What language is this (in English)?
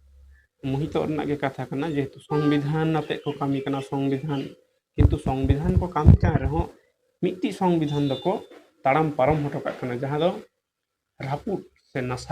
Santali